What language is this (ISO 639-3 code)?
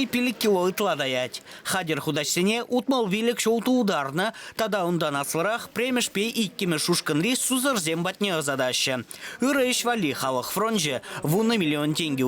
chv